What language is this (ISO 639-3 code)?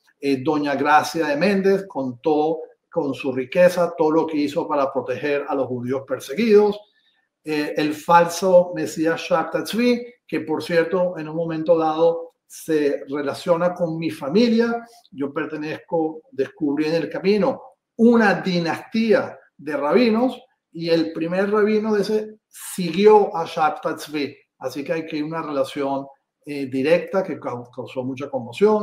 lad